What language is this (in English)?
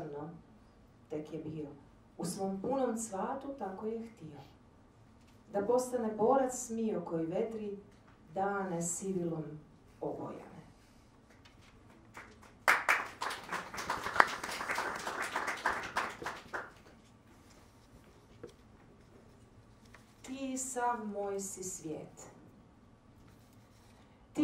Croatian